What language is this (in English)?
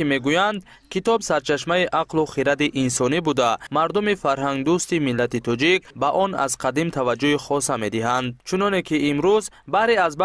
Tajik